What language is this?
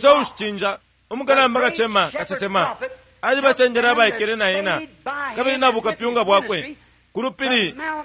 Bemba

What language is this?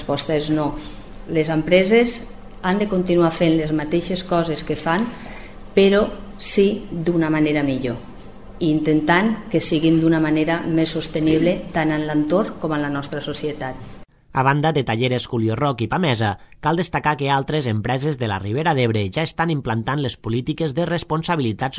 Catalan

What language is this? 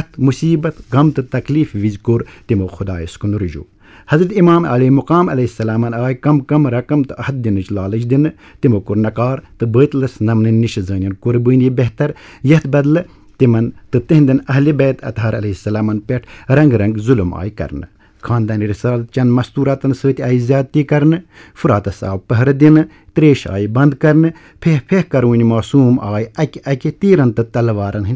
Kashmiri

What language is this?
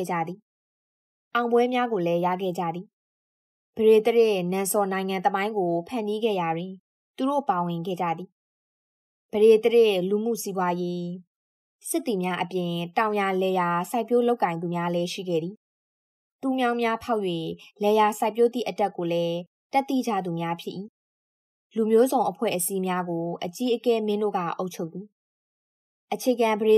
Burmese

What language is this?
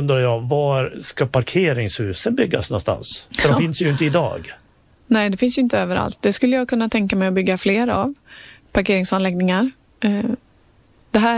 Swedish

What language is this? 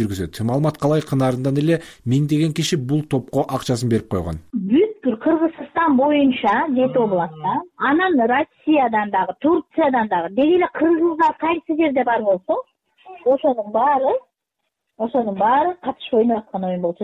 Kyrgyz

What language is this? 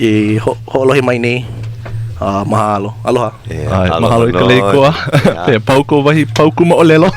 Hawaiian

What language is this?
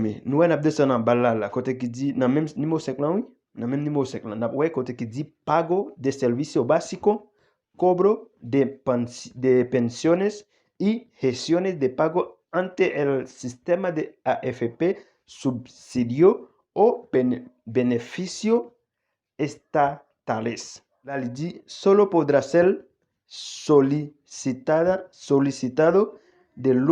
Haitian Creole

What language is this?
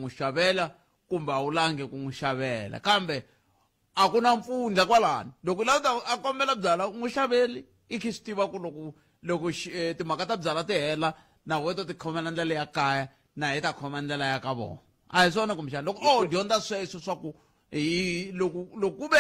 Tsonga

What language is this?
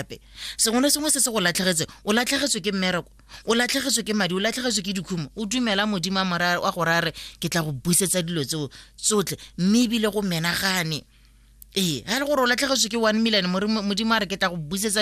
Tswana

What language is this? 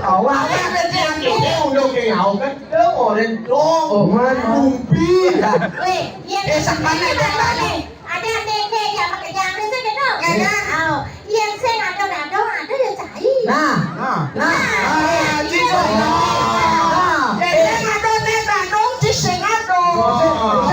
Balinese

